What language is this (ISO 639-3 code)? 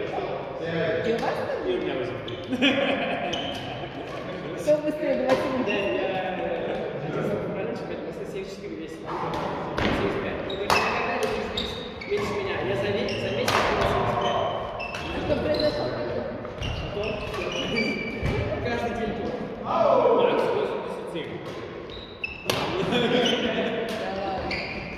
rus